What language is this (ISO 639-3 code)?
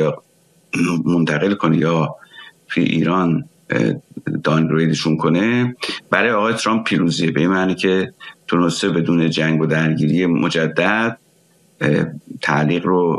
fas